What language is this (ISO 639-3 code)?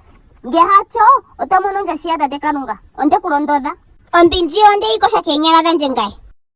ndo